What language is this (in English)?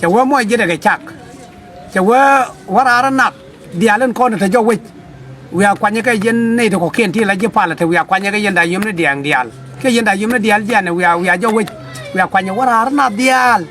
Nuer